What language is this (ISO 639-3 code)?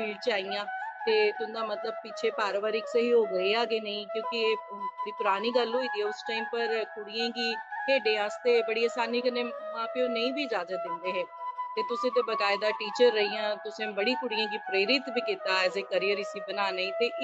doi